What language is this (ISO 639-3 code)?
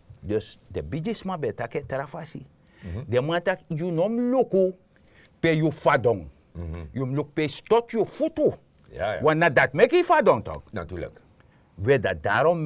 srn